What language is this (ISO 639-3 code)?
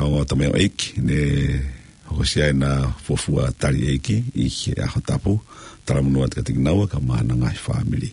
ton